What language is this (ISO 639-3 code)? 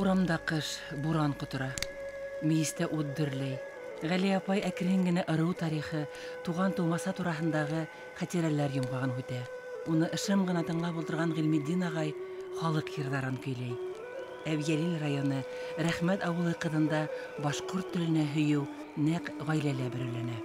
bak